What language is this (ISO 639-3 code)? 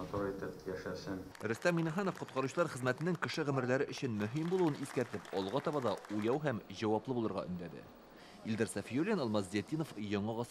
tat